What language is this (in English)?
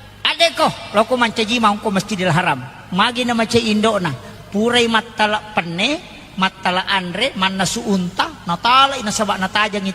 Buginese